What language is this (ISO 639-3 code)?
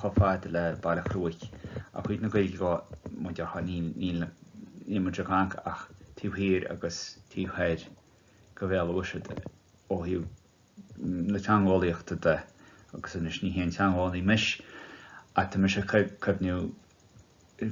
gle